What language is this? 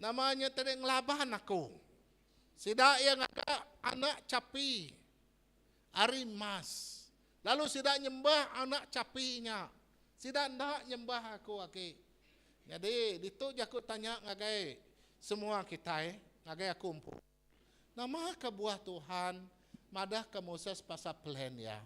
Iban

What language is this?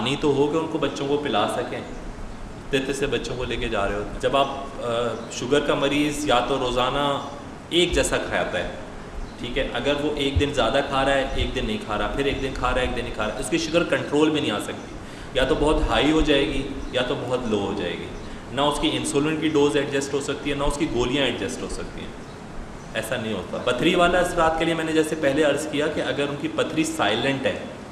Urdu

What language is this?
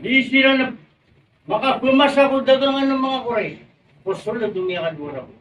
Maranao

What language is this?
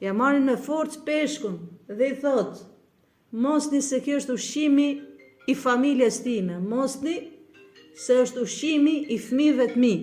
Albanian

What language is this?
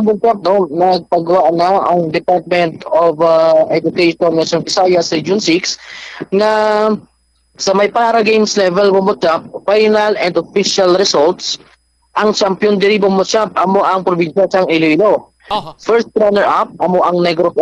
Hiligaynon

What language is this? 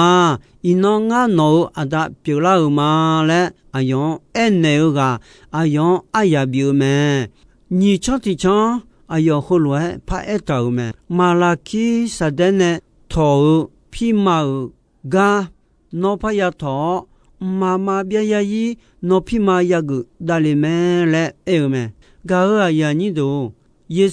Akha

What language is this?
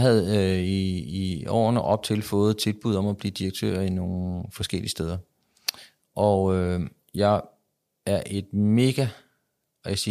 Danish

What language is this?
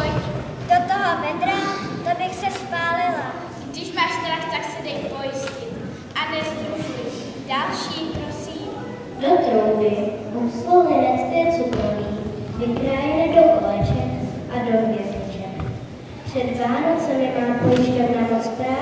Czech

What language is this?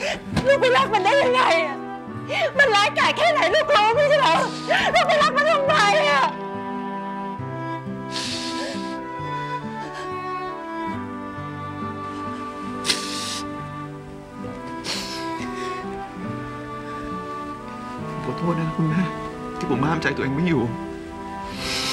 Thai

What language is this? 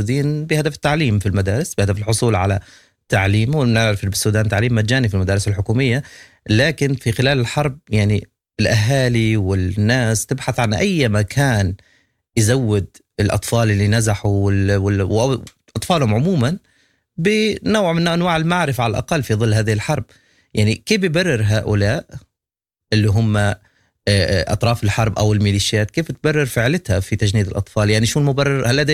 Sudanese Arabic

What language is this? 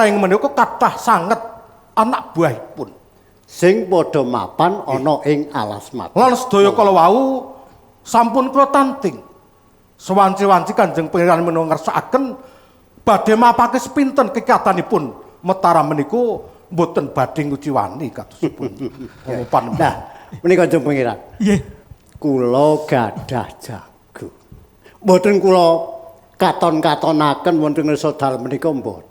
Javanese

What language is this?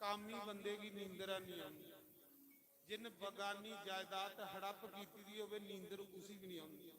Dogri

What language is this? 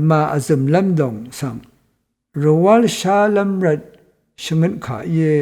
Rawang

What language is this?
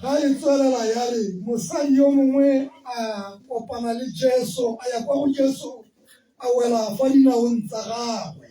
Tswana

